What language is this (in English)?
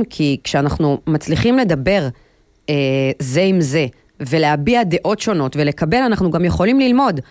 Hebrew